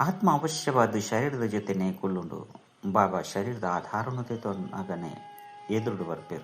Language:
Tulu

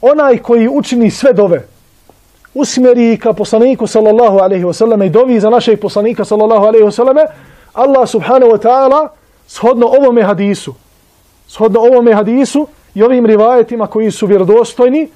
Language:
Bosnian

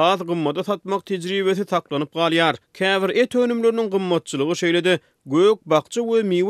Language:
Turkmen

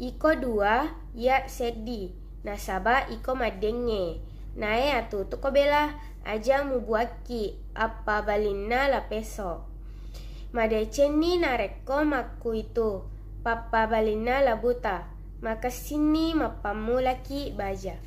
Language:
Buginese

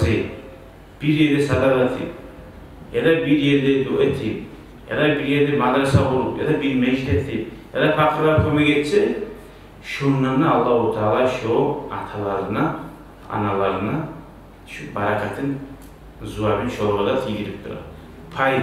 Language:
Kumyk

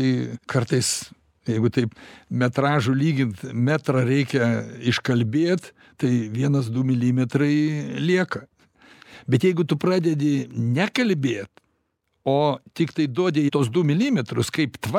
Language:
Lithuanian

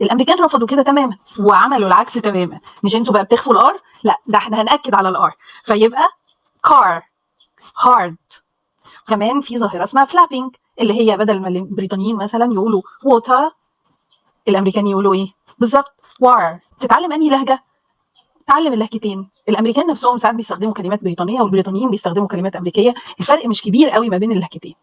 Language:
Egyptian Arabic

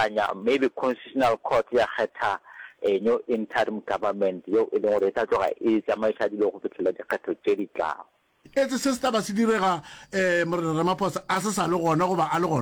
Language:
Northern Sotho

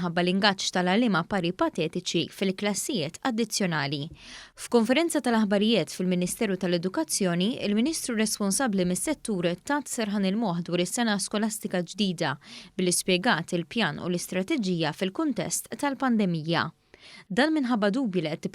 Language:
Maltese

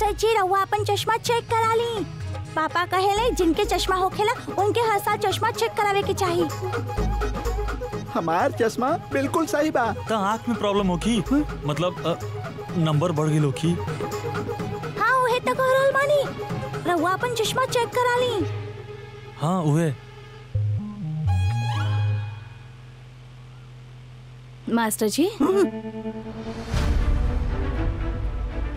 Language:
Bhojpuri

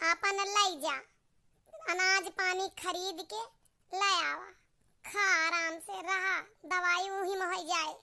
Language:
Awadhi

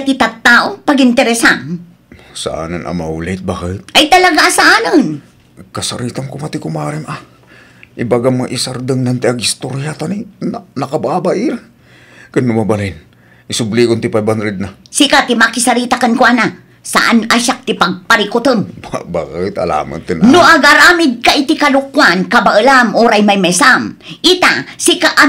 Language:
Iloko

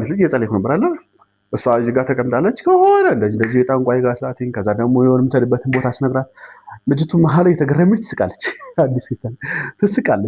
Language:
Amharic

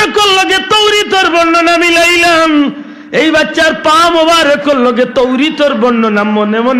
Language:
Sylheti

